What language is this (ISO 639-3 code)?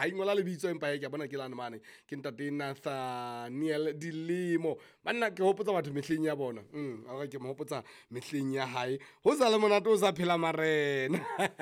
sot